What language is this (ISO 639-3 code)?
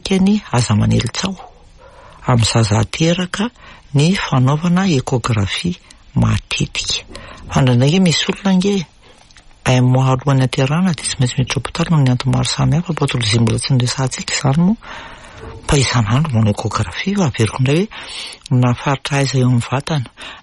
mlg